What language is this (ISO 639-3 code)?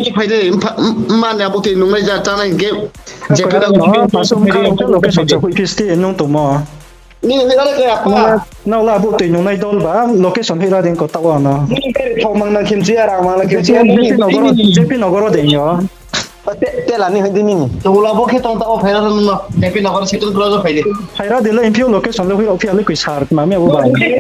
ria